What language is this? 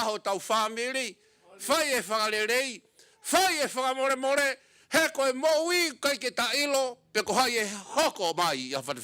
Tongan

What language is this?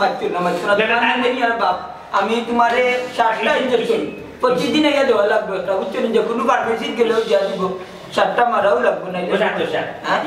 Sylheti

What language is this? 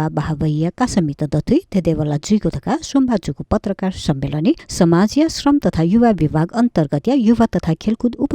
Newari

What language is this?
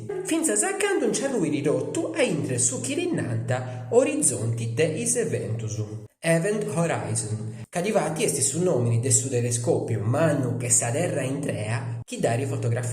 Sardinian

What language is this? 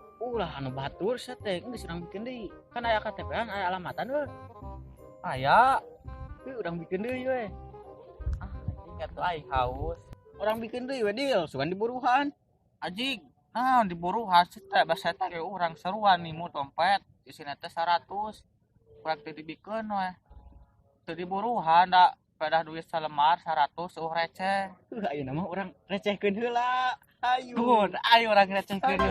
Sundanese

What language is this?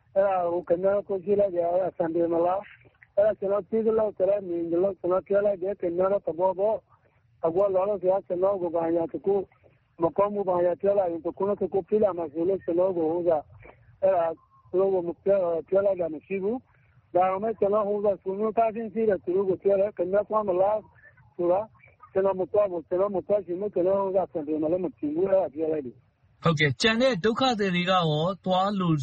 Burmese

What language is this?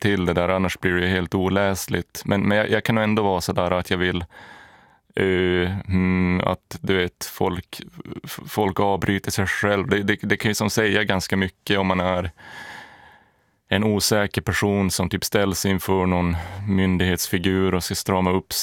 Swedish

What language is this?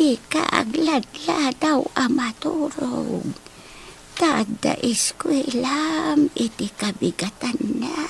Iloko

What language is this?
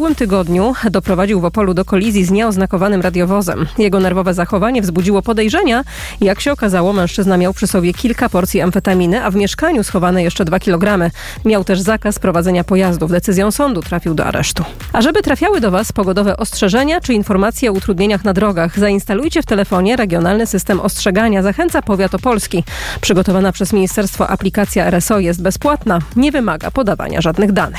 Polish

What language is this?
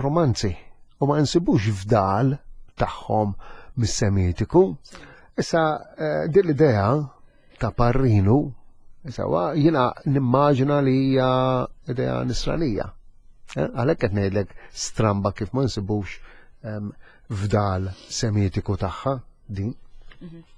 Maltese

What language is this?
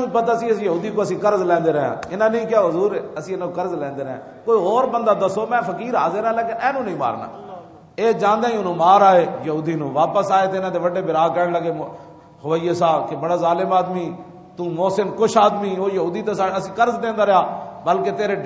Western Panjabi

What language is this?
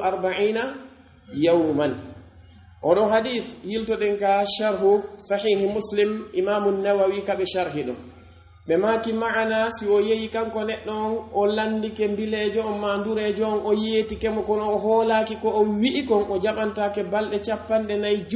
Pular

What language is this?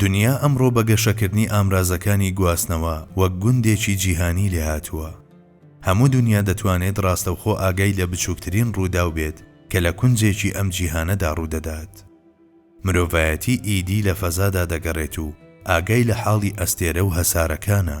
Central Kurdish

